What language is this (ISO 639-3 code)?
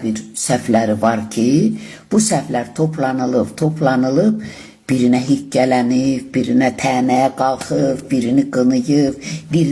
aze